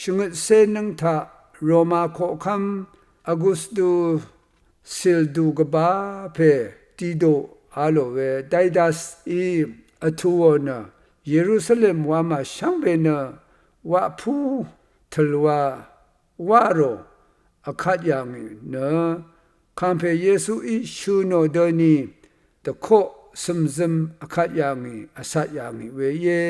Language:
Rawang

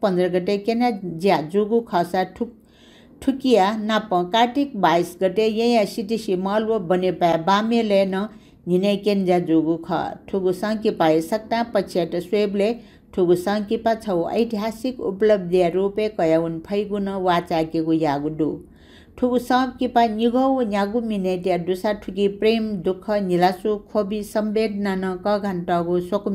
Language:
Newari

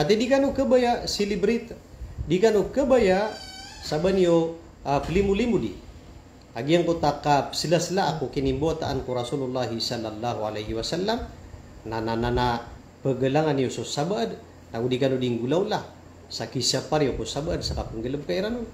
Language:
Maranao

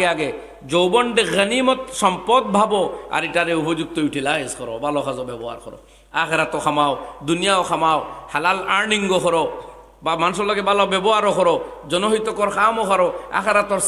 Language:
Sylheti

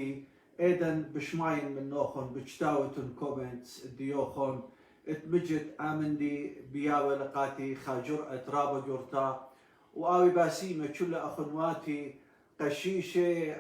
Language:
Assyrian Neo-Aramaic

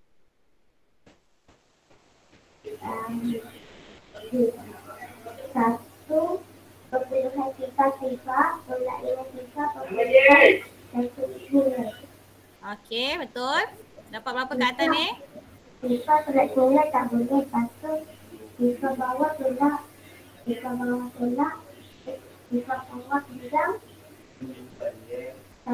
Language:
Malay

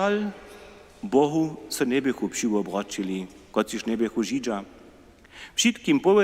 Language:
Upper Sorbian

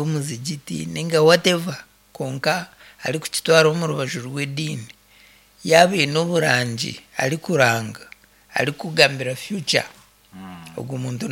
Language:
Nyankole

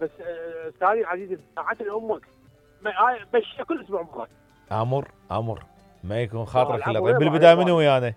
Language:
Mesopotamian Arabic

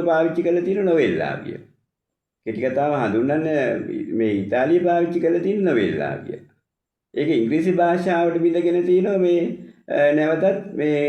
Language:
Sinhala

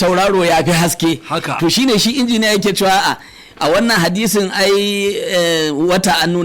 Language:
Hausa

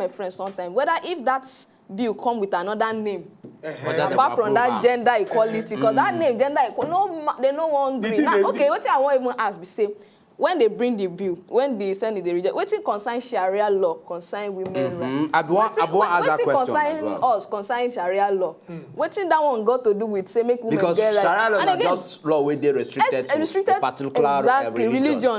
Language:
Nigerian Pidgin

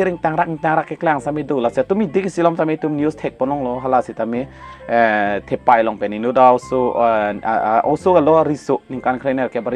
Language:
Karbi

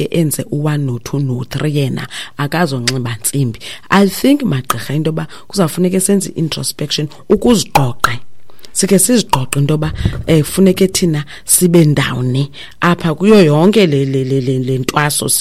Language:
Xhosa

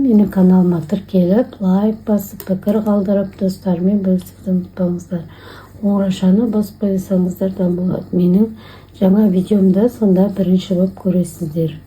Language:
Kazakh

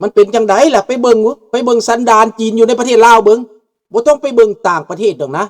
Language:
Lao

